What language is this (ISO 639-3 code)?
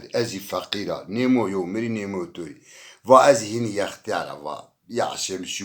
zza